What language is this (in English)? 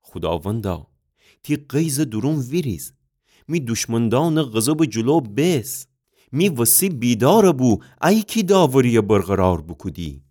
Gilaki